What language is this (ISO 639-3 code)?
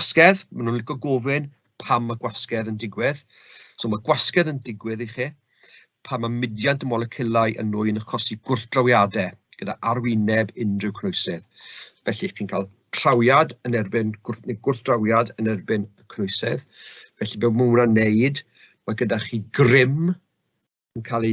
cym